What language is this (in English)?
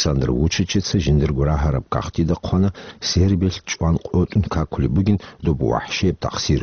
Avaric